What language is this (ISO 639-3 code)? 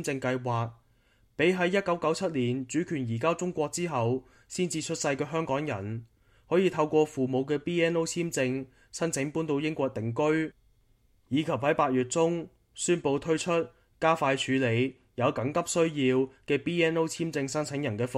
yue